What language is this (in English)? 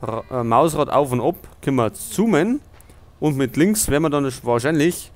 Bavarian